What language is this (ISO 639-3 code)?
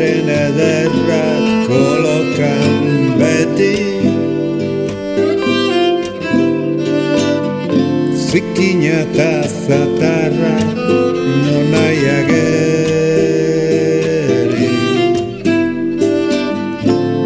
eus